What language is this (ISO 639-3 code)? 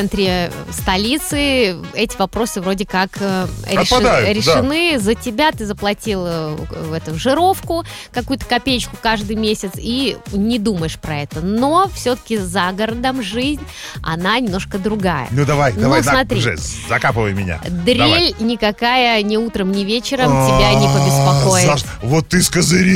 rus